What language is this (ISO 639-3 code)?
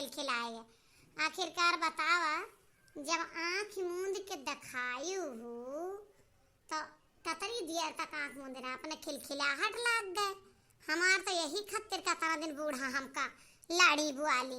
awa